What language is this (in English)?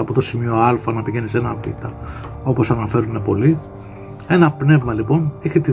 Greek